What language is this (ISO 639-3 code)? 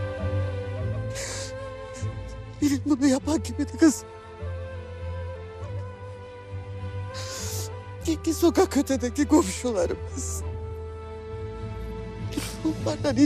tur